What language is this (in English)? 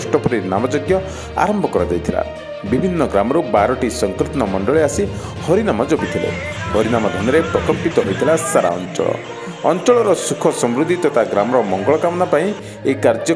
Odia